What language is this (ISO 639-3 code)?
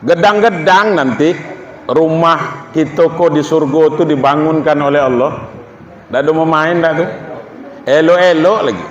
min